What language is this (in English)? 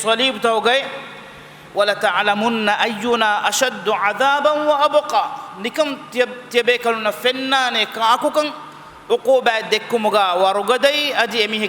Divehi